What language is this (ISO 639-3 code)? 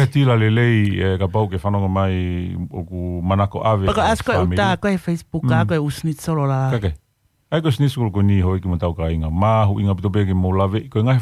ton